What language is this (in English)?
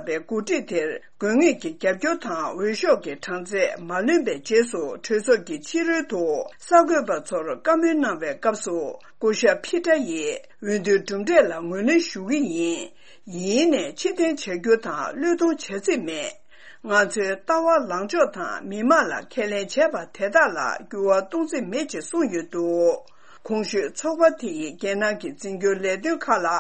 Tibetan